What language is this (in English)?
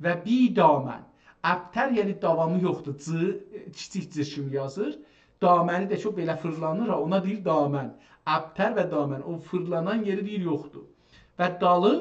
South Azerbaijani